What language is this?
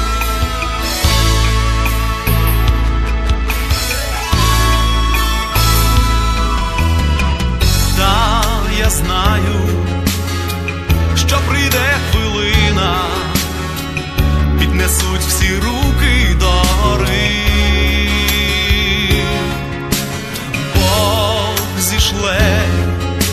Ukrainian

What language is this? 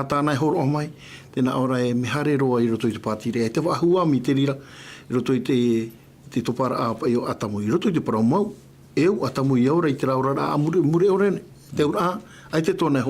Tahitian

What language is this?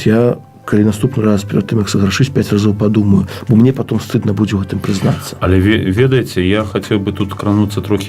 Belarusian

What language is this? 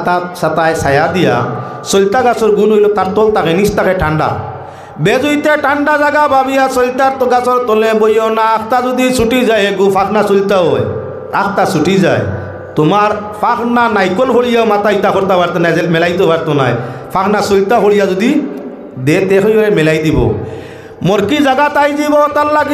Sylheti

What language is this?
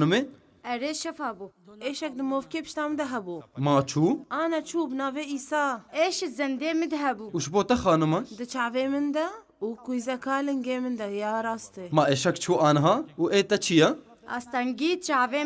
Kurdish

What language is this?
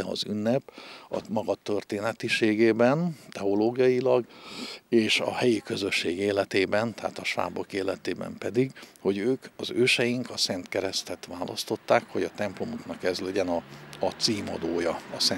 Hungarian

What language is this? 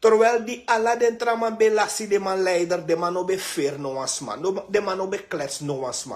Sranan Tongo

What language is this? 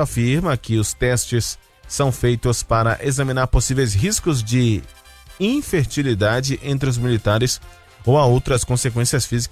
Portuguese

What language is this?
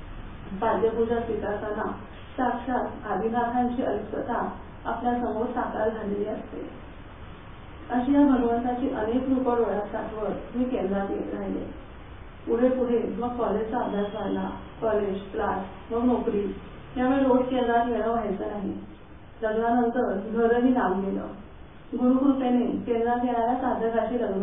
Marathi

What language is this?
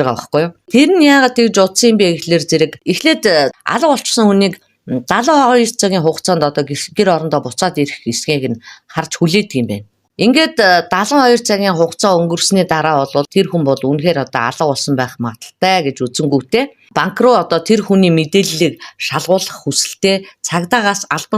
Mongolian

